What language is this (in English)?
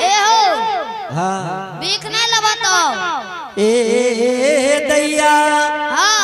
Angika